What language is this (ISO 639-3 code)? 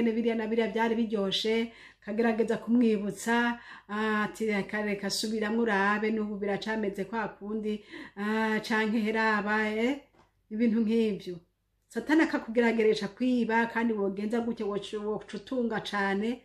run